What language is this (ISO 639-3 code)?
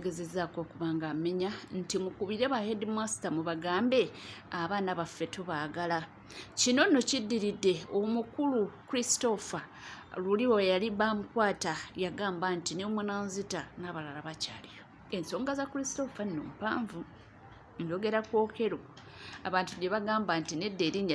lug